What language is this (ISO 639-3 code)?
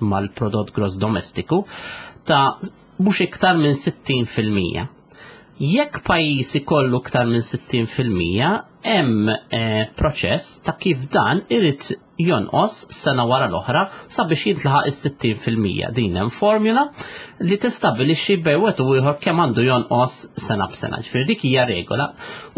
mlt